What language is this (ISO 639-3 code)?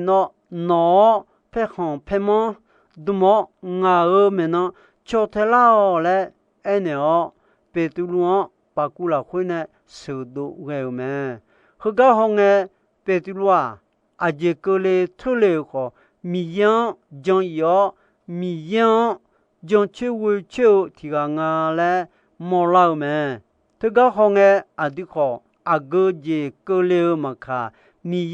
ahk